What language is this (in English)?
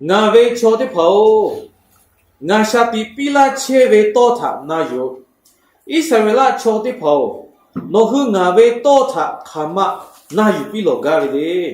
Lahu